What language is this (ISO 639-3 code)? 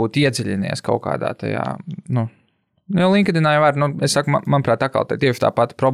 lav